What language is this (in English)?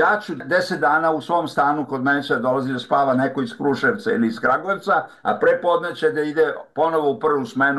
Serbian